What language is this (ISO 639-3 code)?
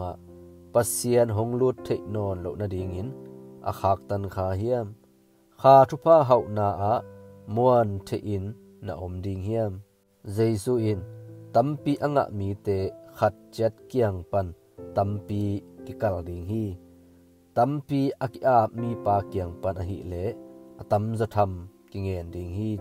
ctd